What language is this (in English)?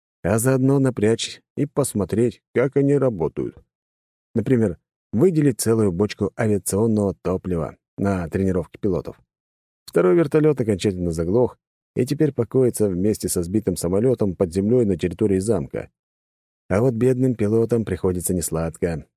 Russian